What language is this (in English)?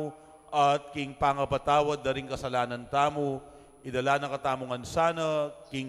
Pampanga